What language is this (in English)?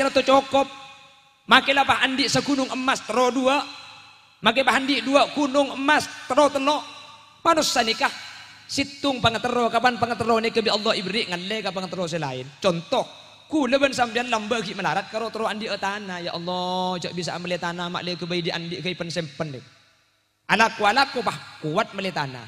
Madurese